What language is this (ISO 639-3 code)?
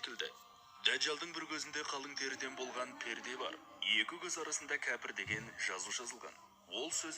kaz